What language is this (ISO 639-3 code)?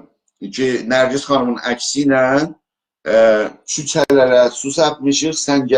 azb